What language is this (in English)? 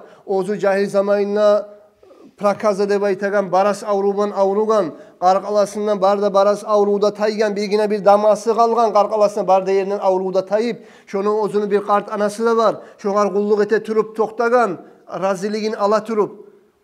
Kumyk